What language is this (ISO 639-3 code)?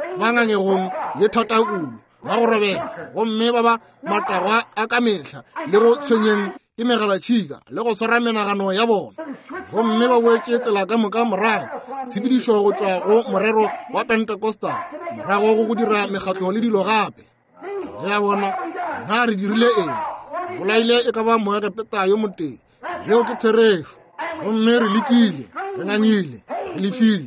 nso